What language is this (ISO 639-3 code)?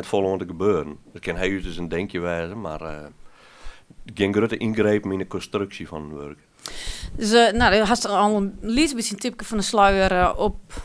fry